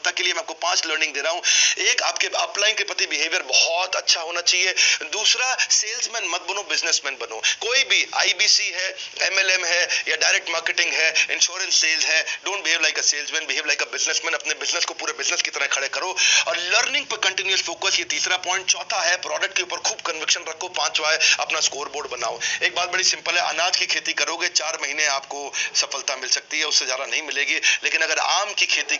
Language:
Hindi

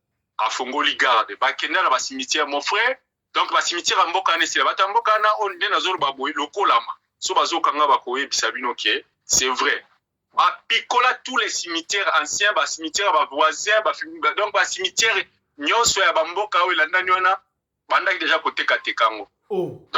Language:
Lingala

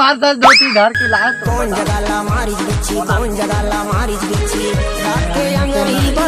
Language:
Chhattisgarhi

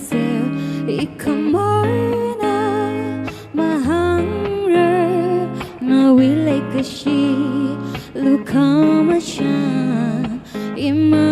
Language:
Tangkhul Naga (India)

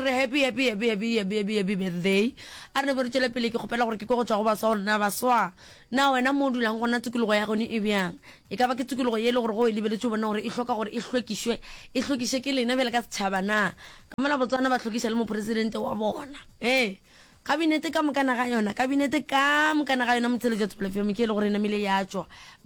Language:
Northern Sotho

